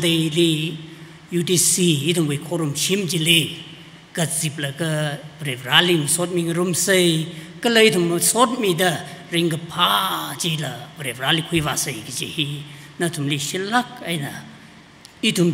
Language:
Tangkhul Naga (India)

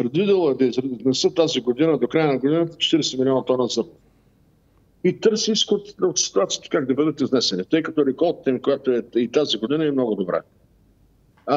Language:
Bulgarian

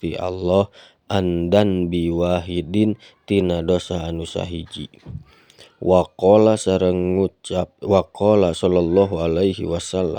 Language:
Sundanese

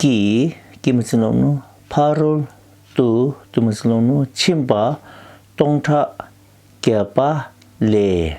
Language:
Tibetan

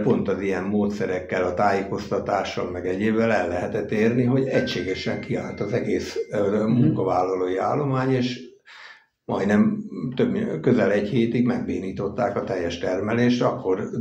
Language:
Hungarian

